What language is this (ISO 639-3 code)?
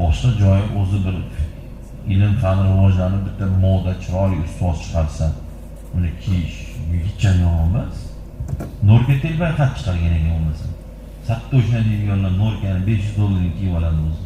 uzb